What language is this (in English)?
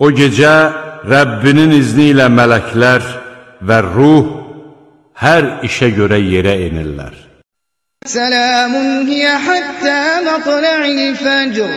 Azerbaijani